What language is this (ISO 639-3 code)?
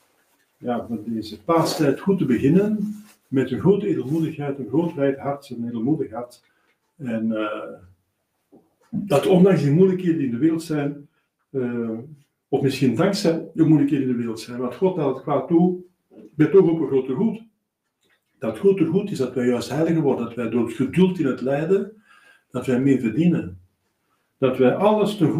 nld